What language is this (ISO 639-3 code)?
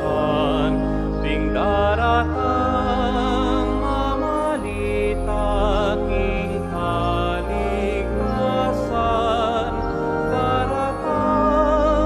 pam